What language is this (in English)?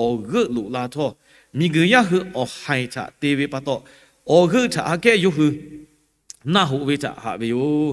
Lahu